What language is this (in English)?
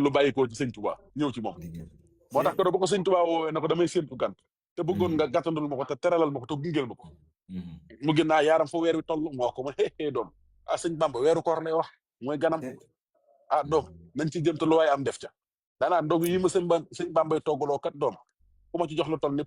Wolof